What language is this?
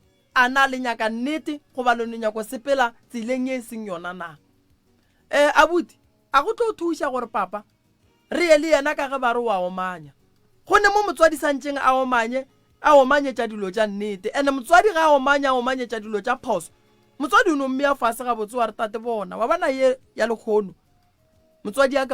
Northern Sotho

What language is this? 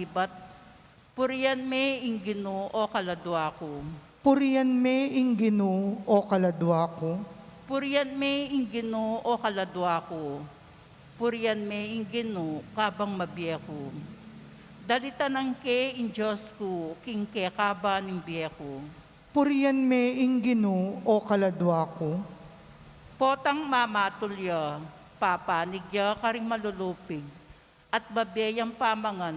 Pampanga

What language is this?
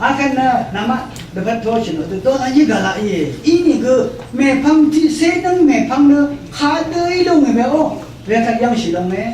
Rawang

